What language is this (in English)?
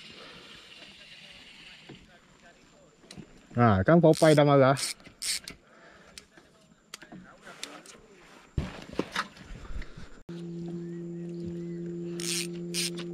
Malay